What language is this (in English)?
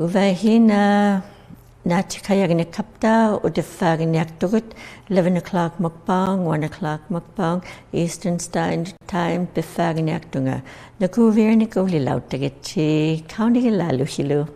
Inuktitut